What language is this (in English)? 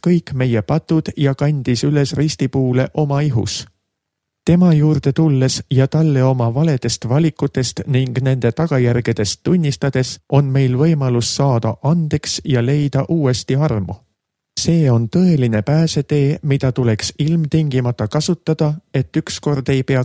Estonian